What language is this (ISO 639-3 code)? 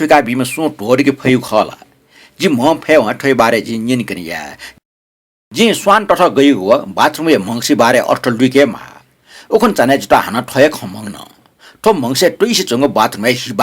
new